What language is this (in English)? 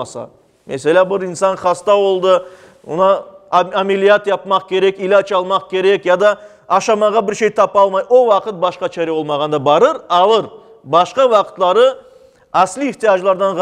Crimean Tatar